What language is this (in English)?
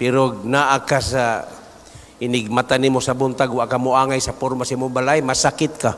Cebuano